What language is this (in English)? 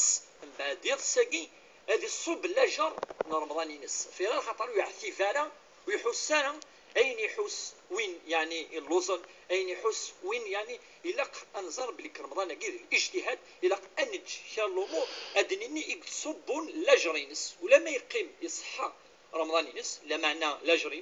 Kabyle